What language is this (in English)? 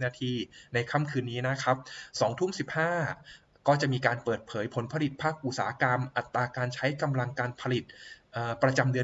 Thai